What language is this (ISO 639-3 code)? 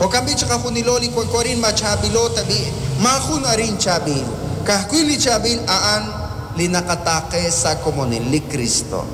kek